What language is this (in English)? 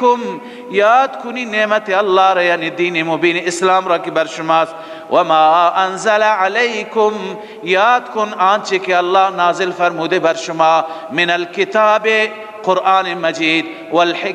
Persian